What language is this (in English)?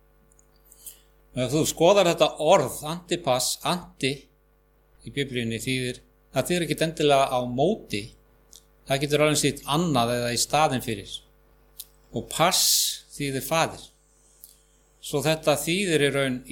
Icelandic